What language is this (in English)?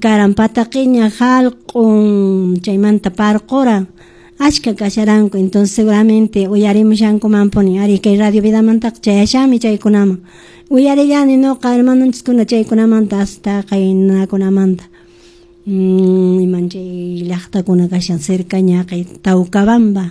Quechua